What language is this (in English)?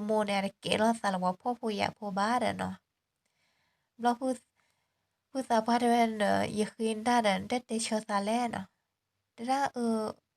S'gaw Karen